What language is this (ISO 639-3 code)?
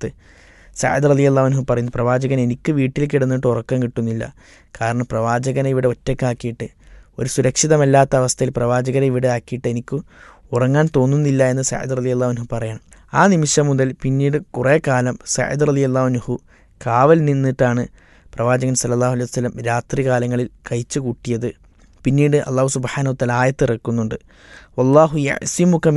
mal